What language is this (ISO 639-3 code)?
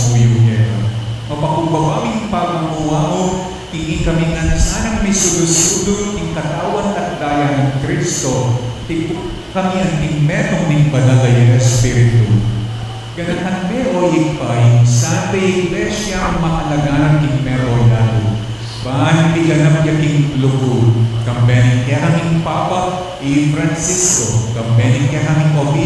pam